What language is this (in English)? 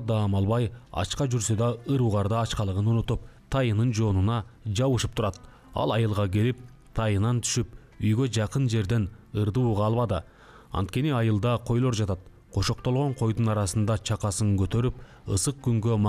Kyrgyz